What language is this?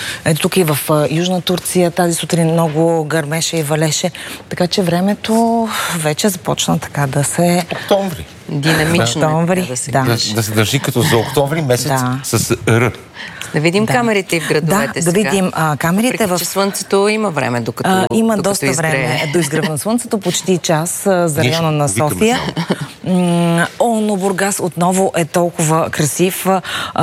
Bulgarian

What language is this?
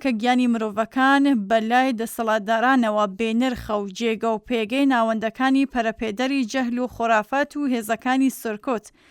Central Kurdish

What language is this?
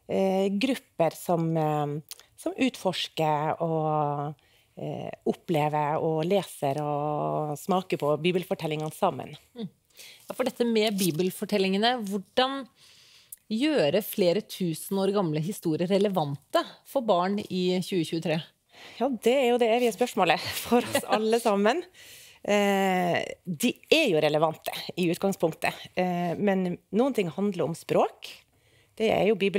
Norwegian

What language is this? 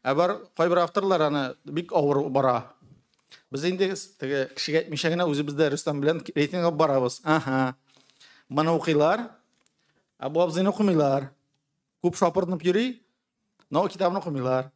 Tatar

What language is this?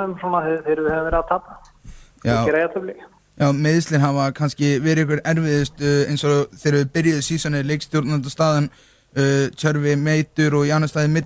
Icelandic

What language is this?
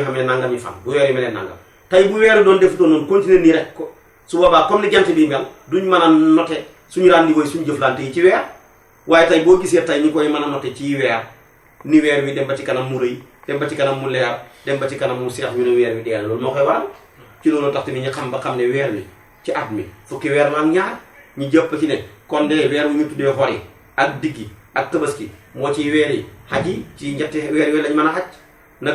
Wolof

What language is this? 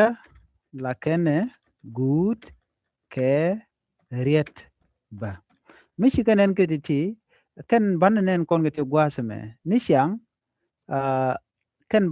Nuer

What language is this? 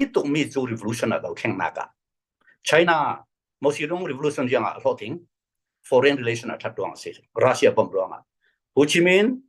Falam Chin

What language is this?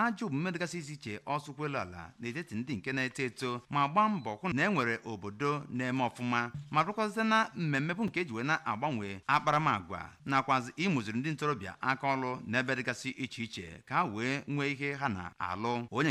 Igbo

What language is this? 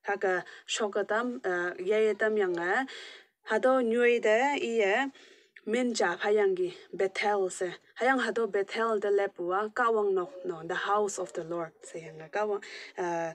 Konyak Naga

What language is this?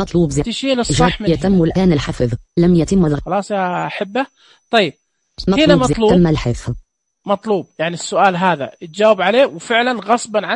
Najdi Arabic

